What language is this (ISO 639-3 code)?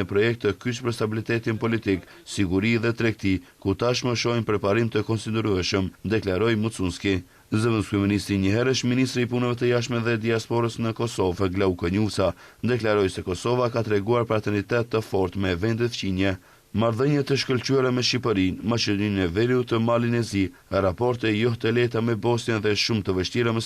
sqi